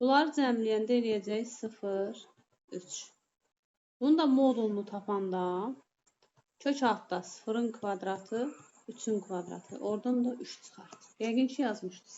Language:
Azerbaijani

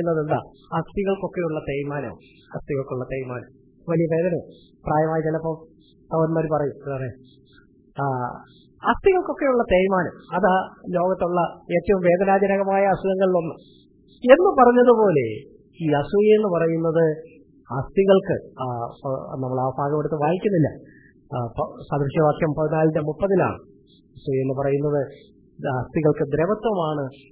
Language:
Malayalam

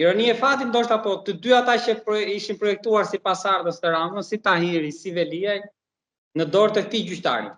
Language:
Albanian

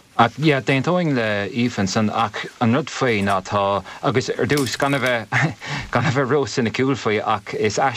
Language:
Irish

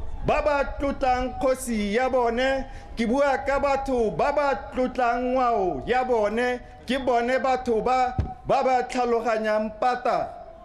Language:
Tswana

